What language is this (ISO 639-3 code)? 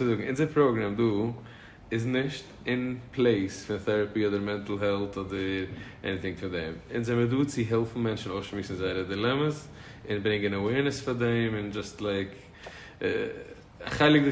yid